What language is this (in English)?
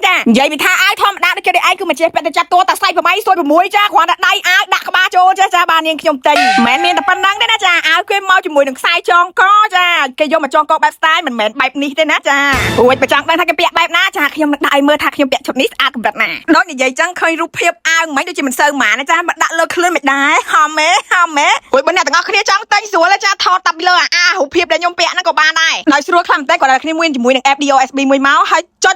Khmer